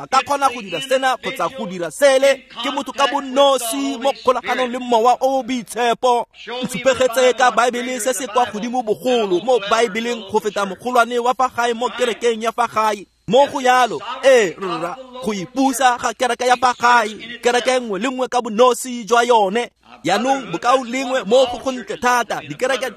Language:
Tswana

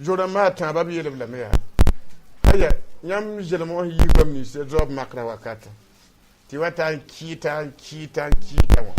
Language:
Mossi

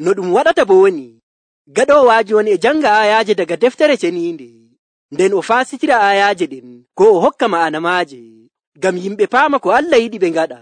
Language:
Nigerian Fulfulde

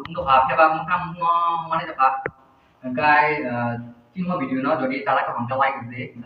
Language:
Kok Borok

